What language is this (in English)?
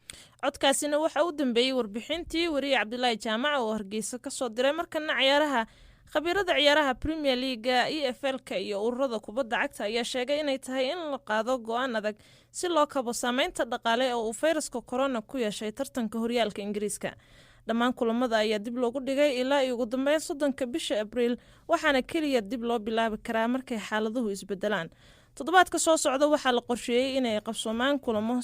Somali